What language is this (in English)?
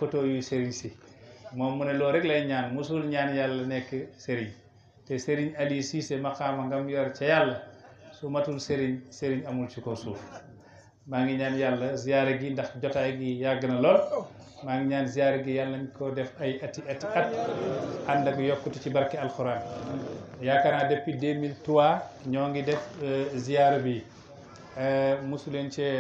Wolof